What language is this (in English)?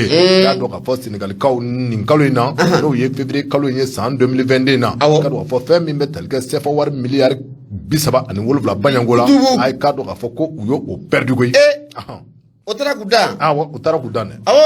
Bambara